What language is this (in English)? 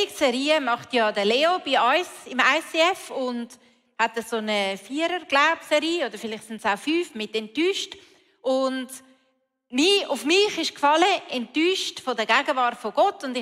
Swiss German